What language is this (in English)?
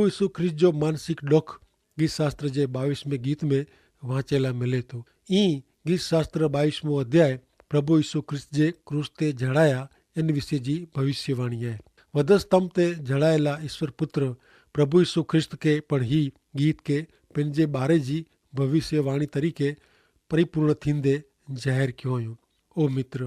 Kachhi